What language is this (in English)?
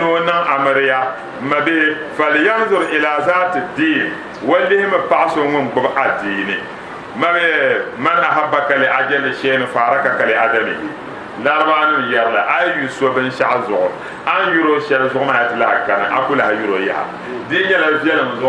Dagbani